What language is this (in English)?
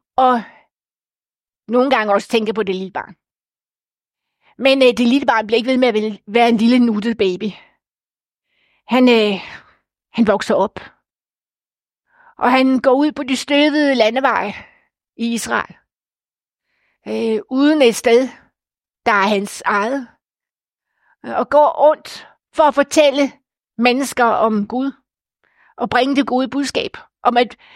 Danish